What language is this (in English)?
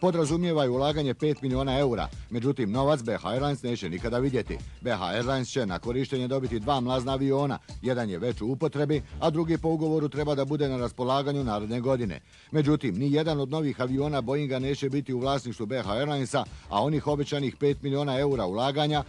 Bosnian